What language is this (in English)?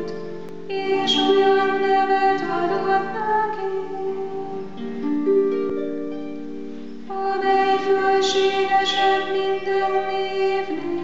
Hungarian